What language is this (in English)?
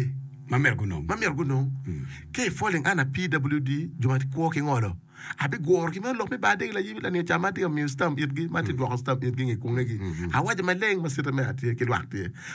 Acoli